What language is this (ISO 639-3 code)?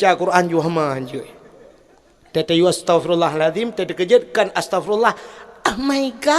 ace